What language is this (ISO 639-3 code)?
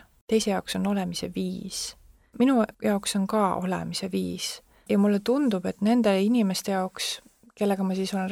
est